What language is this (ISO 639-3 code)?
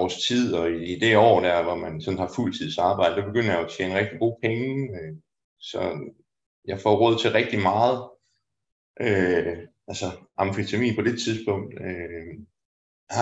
dan